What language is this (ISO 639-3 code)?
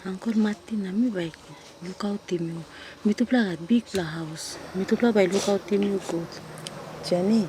tpi